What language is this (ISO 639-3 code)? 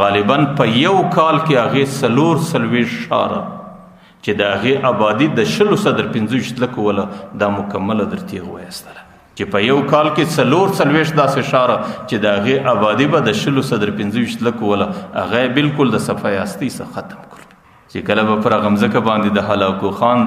pus